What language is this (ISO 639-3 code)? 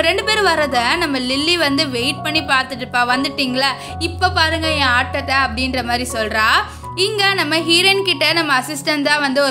tam